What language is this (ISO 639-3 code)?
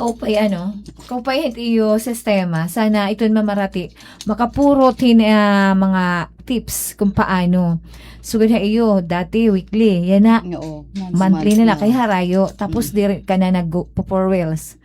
war